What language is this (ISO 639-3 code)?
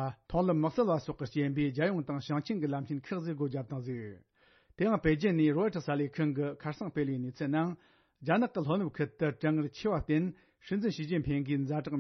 bod